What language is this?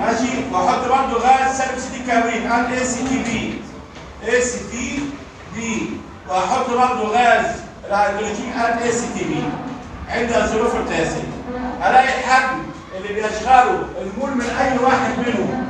Egyptian Arabic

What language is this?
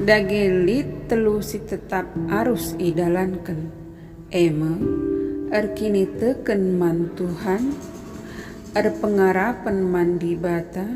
Batak Karo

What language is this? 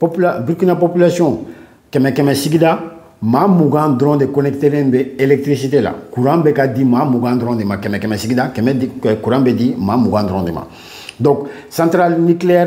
Bambara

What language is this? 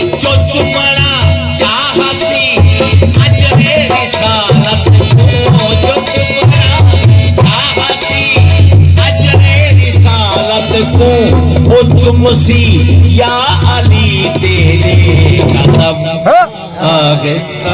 Saraiki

